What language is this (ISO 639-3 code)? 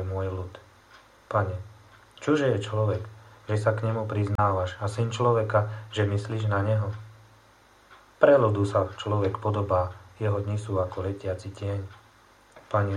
slk